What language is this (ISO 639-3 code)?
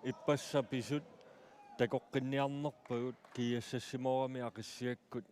kal